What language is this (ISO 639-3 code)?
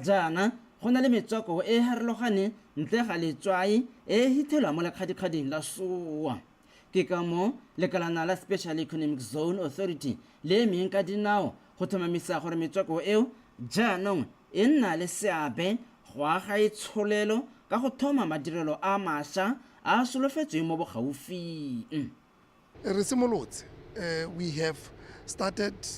tsn